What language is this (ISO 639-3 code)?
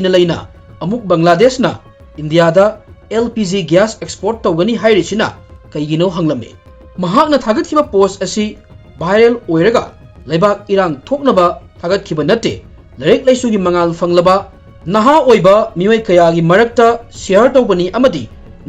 mni